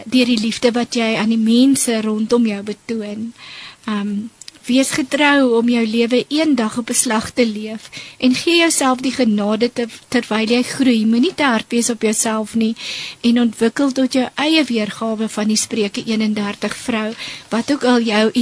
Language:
Afrikaans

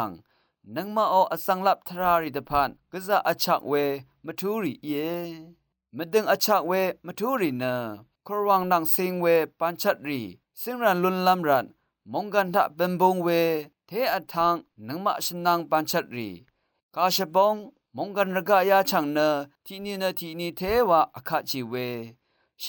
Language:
Rawang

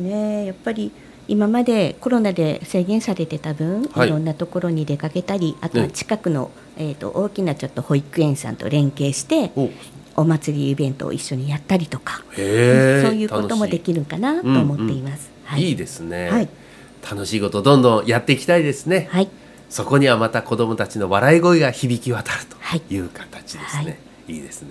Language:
Japanese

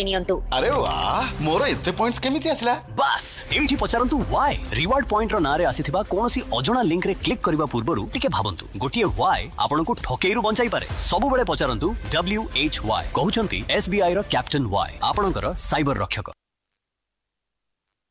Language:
Odia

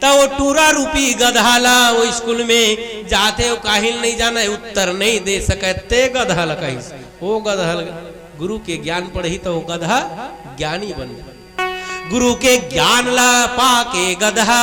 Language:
Chhattisgarhi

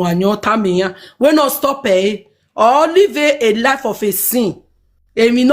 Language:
Nigerian Pidgin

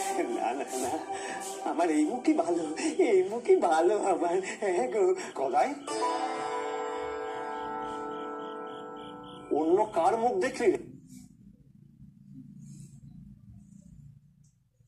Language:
Bangla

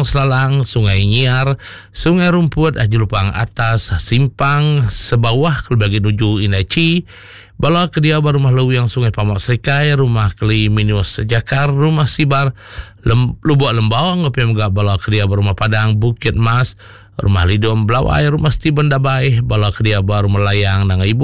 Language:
Iban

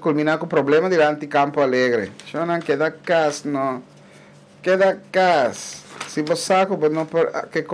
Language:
Papiamento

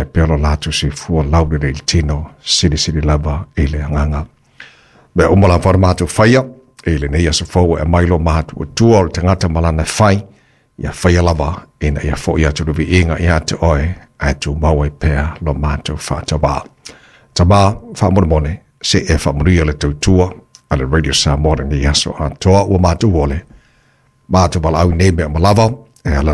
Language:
Samoan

